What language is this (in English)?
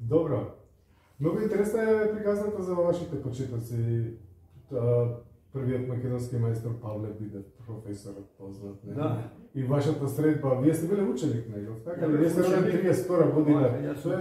Macedonian